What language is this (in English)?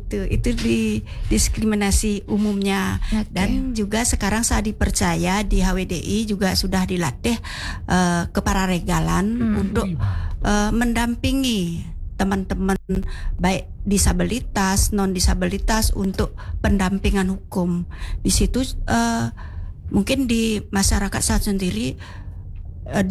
Indonesian